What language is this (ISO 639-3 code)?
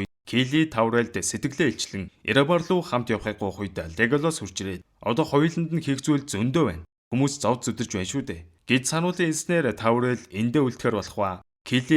mon